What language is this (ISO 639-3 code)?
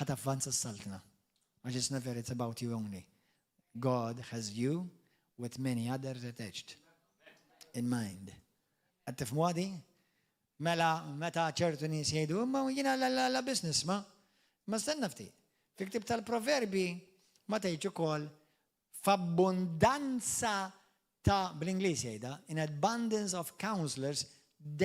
mlt